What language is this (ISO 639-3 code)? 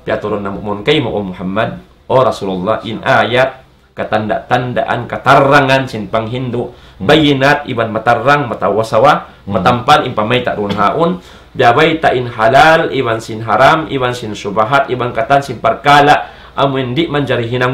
tsg